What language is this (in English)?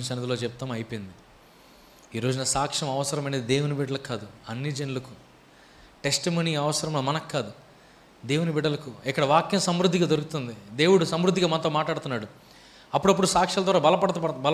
Telugu